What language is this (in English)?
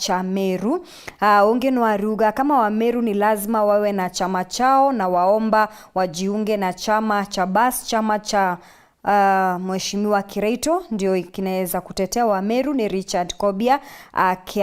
Meru